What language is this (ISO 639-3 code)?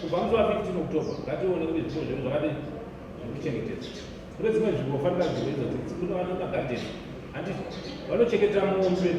sna